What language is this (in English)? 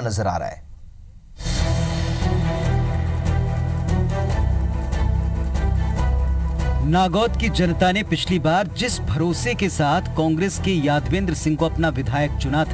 Hindi